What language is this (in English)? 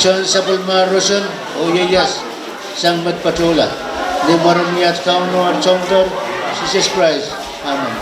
Pohnpeian